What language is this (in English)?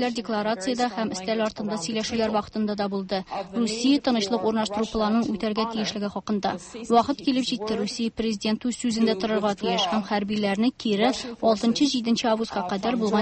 Tatar